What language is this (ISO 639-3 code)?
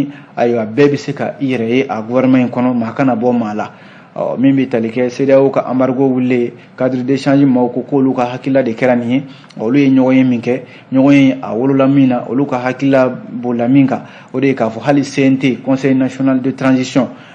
bam